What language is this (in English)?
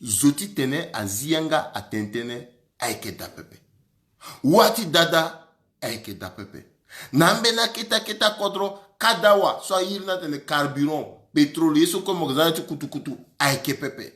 Sango